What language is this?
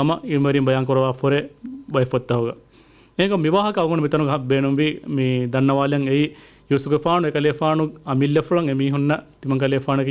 Divehi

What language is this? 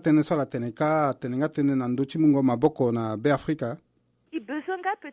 Sango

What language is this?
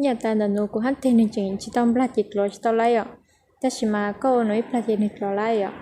Hmong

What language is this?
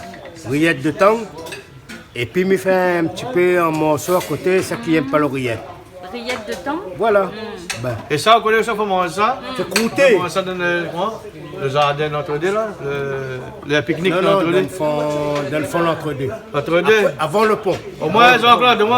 Réunion Creole French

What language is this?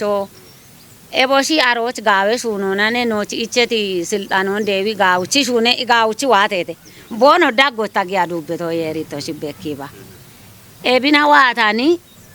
Kafa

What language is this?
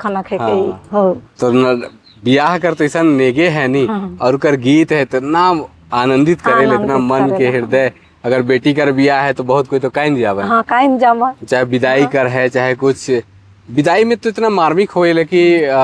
Sadri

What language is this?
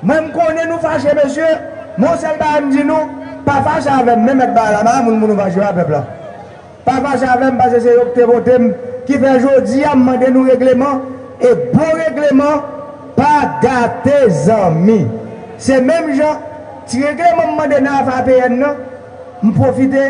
Haitian Creole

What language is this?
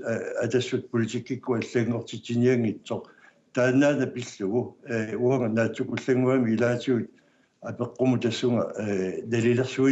Kalaallisut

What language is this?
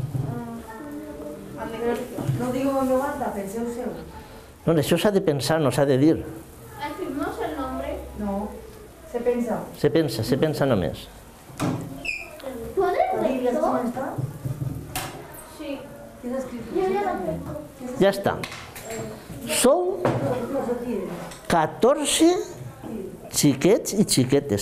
Catalan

